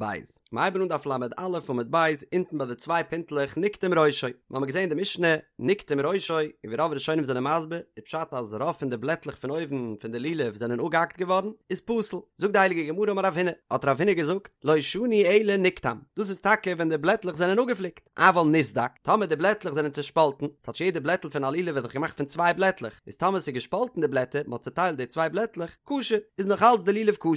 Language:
Yiddish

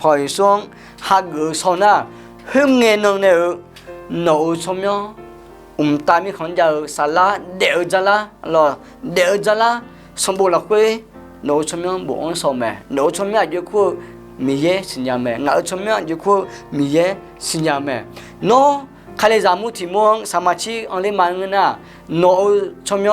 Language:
Akha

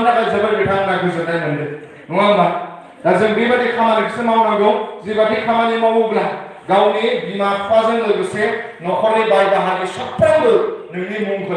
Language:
Bodo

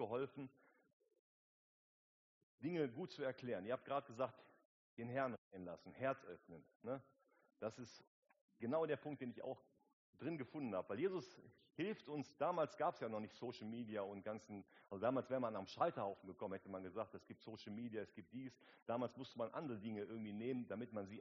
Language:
German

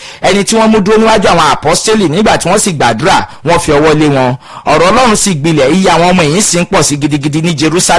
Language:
Yoruba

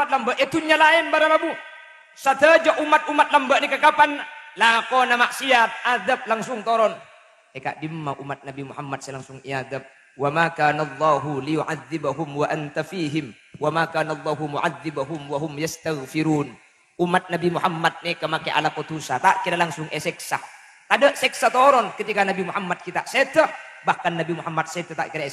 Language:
Madurese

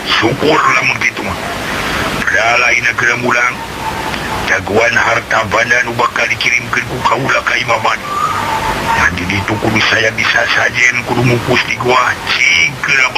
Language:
Sundanese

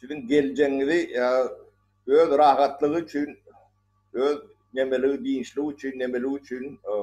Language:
Turkmen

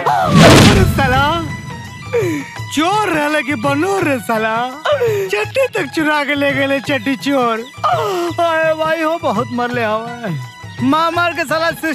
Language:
Bhojpuri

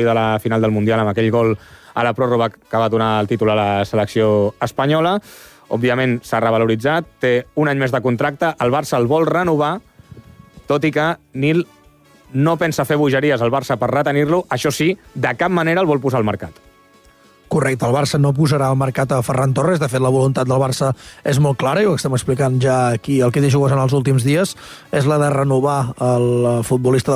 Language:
Catalan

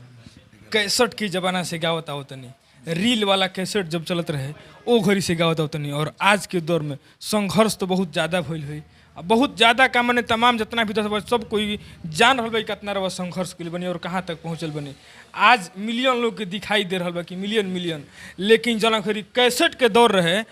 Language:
Bhojpuri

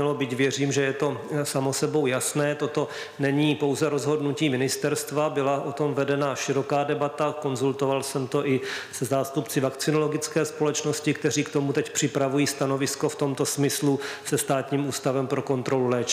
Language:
Czech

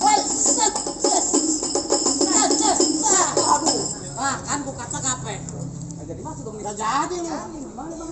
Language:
Betawi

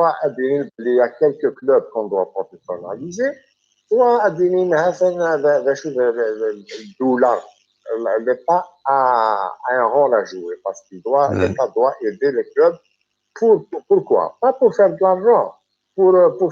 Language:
Kabyle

